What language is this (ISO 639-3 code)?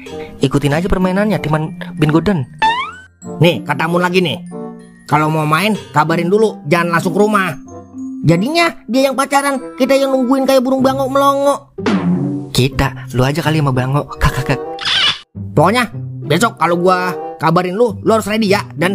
bew